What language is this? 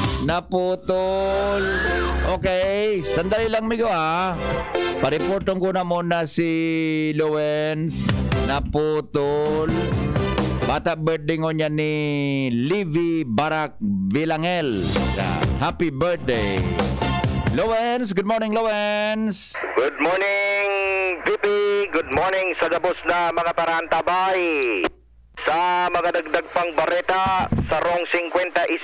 Bikol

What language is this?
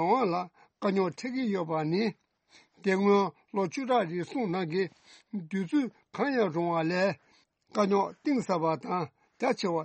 Tibetan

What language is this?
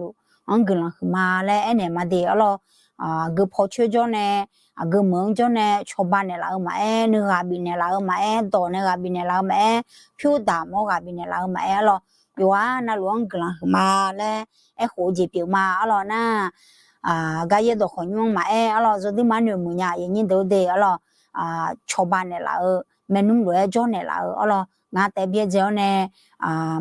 Akha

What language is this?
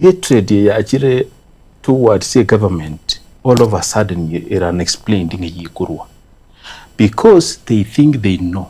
Gusii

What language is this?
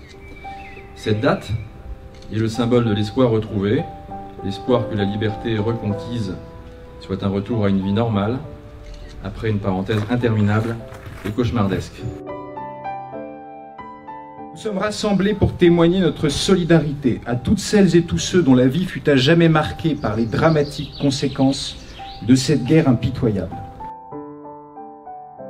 French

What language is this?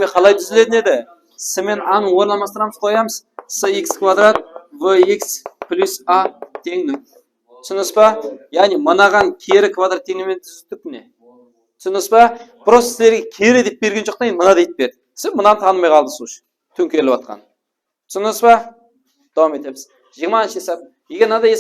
Kara-Kalpak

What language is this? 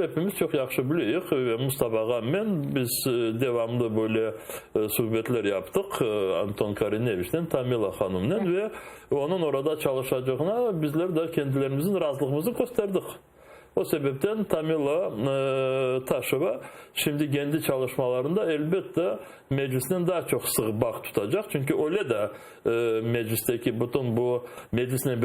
Crimean Tatar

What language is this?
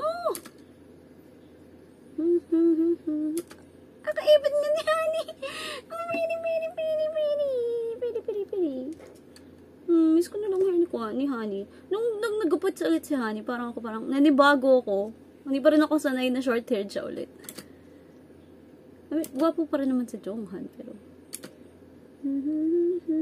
Filipino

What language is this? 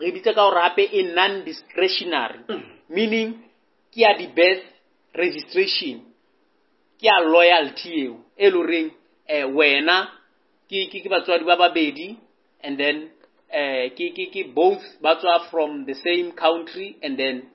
Southern Sotho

